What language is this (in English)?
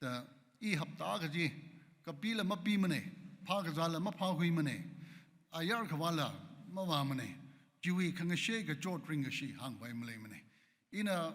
Tangkhul Naga (India)